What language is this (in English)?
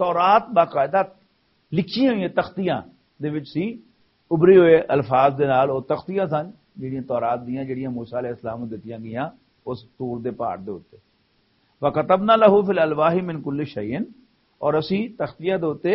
Western Panjabi